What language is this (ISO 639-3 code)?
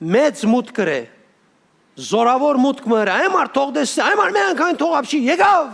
hyw